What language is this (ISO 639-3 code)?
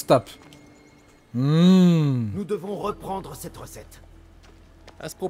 fra